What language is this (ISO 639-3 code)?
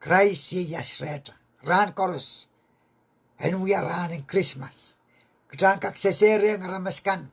pon